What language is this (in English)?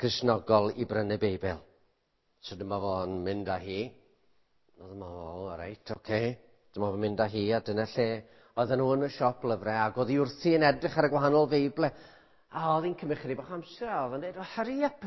Welsh